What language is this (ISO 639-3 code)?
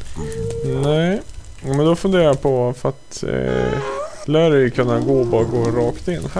swe